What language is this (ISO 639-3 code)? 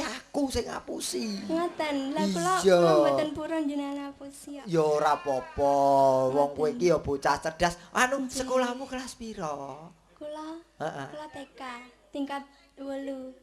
jav